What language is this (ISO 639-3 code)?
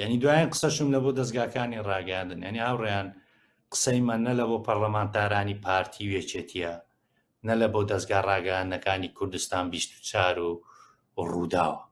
ckb